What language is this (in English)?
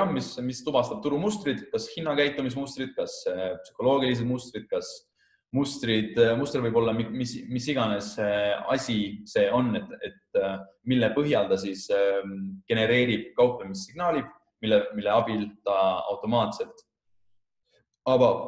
Estonian